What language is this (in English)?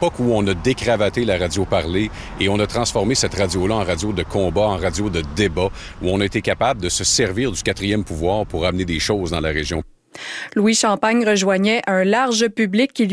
French